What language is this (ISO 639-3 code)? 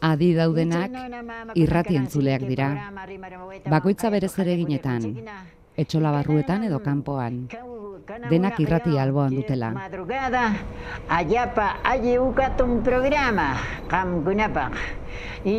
eus